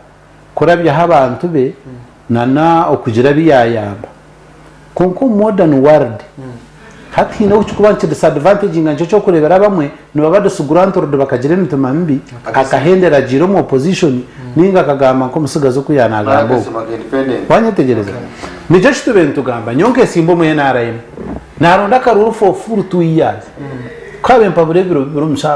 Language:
Nyankole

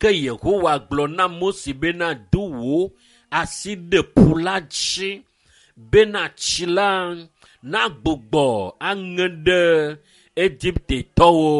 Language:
Ewe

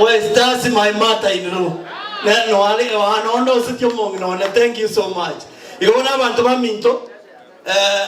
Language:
Gusii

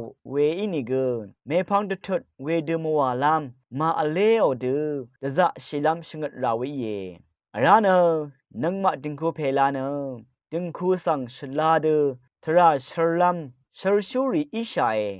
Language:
Rawang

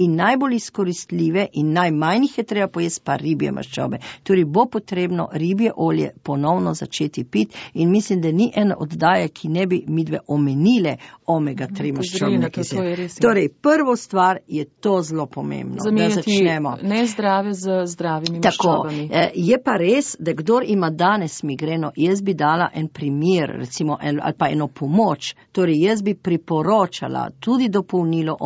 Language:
Slovenian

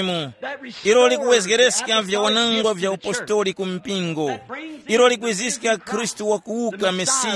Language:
Tumbuka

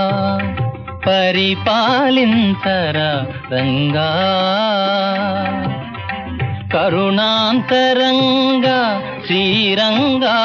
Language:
Telugu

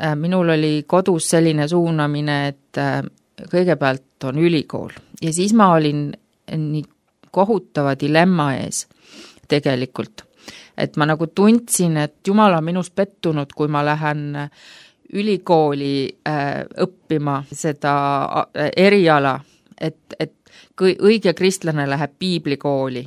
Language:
Estonian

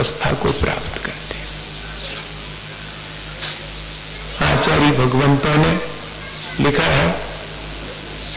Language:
Hindi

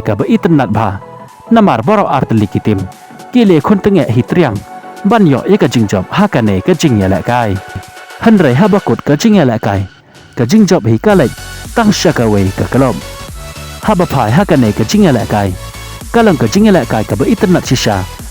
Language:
Khasi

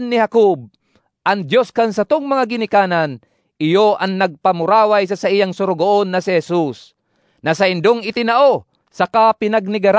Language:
Bikol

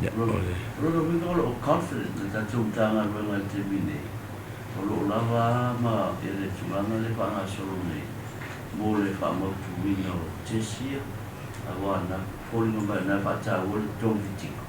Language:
Samoan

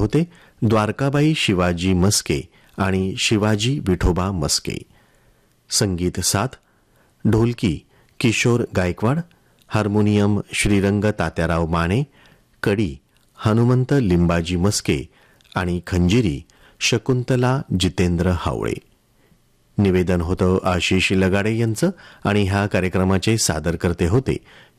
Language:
Marathi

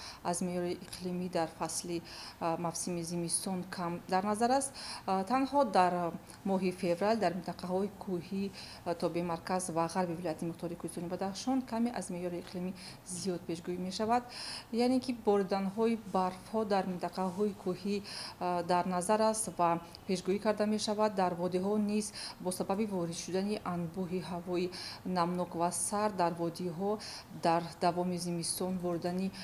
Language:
Tajik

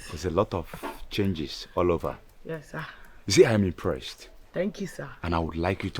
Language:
Nigerian Pidgin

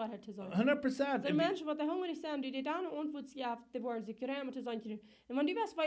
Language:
Plautdietsch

